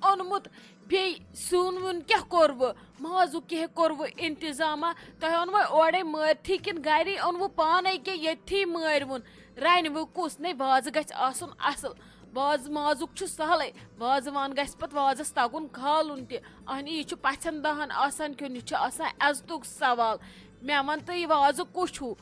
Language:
Kashmiri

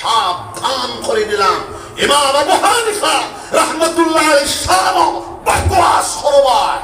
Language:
Sylheti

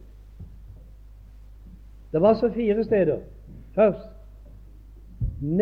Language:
Norwegian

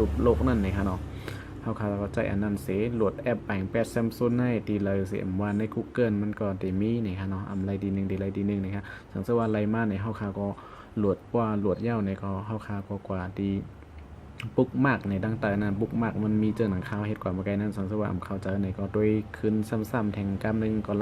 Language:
Shan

